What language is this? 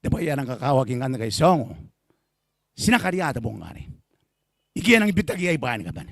Gilbertese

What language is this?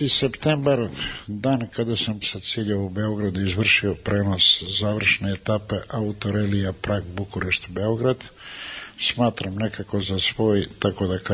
Serbian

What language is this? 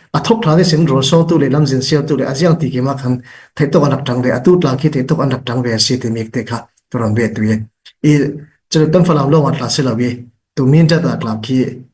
Falam Chin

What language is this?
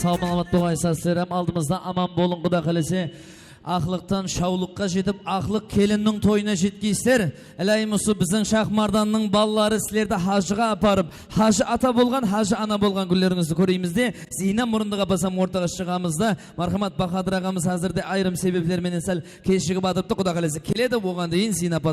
Kara-Kalpak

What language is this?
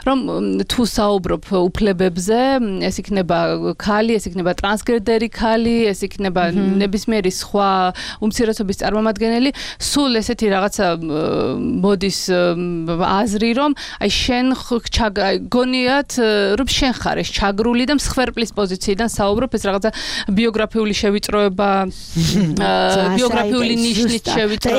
Georgian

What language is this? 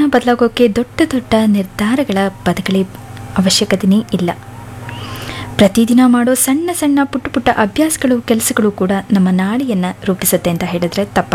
Kannada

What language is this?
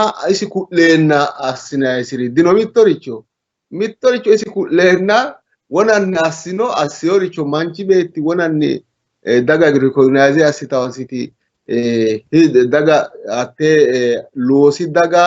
Sidamo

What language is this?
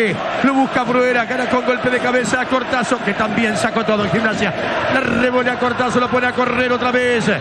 Spanish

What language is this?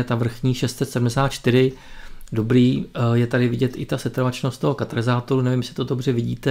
Czech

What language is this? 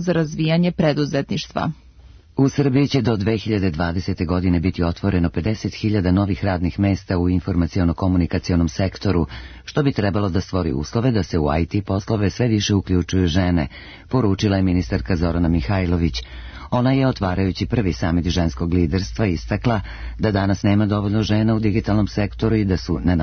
Serbian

